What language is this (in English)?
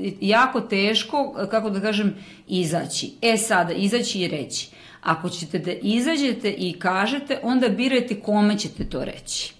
Serbian